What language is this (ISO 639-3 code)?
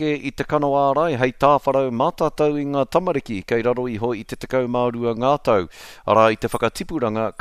mri